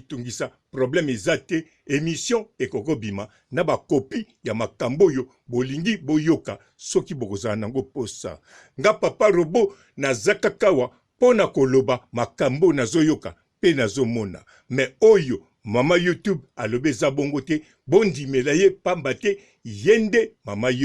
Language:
Lingala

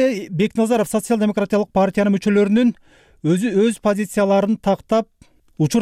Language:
Kyrgyz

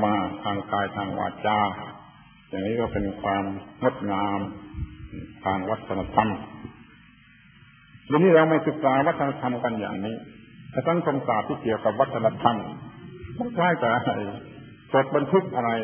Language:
Thai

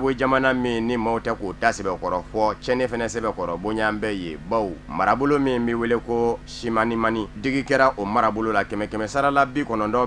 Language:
Bambara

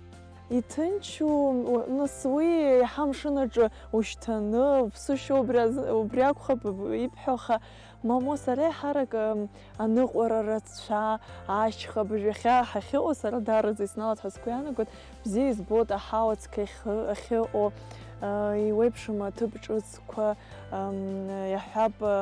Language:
Abkhazian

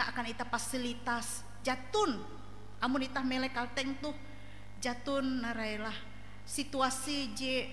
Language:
Ngaju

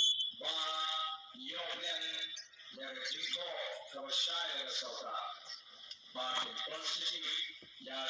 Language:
Khasi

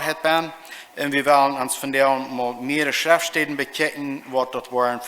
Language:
Plautdietsch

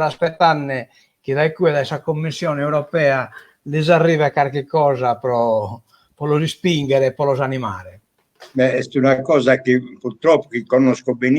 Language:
Sardinian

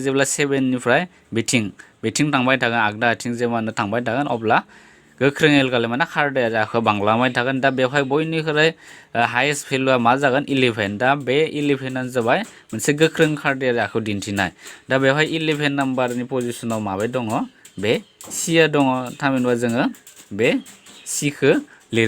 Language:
Bodo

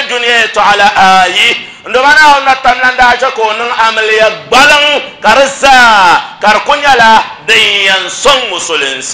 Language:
Dagbani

